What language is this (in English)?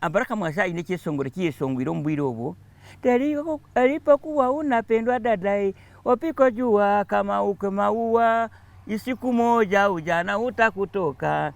Nyankole